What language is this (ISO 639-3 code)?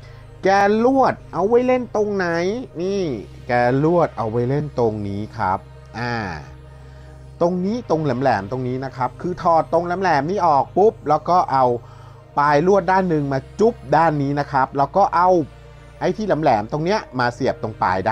tha